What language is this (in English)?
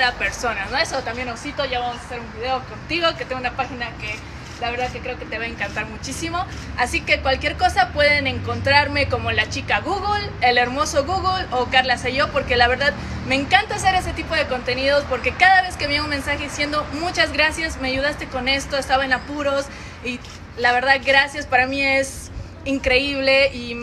Spanish